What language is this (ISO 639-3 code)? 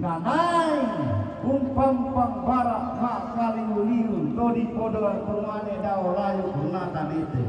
sda